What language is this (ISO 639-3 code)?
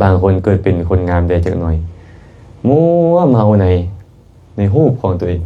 lao